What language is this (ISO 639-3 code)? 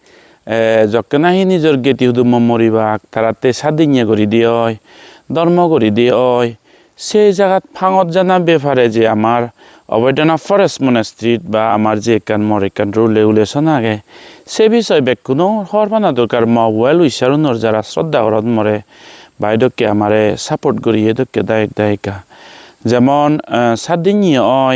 ccp